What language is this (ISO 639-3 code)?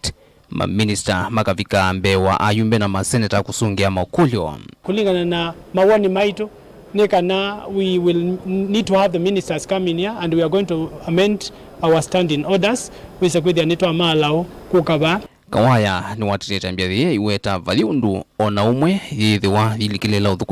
kam